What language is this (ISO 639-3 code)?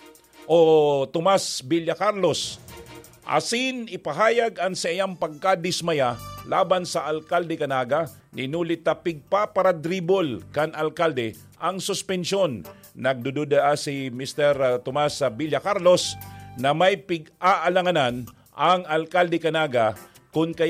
bik